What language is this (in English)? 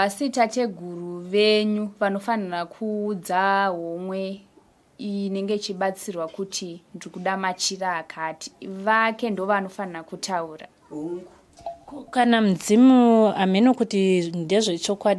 Shona